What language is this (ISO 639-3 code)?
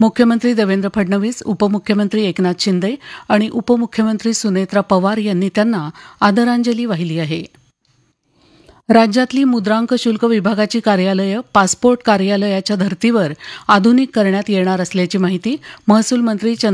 mar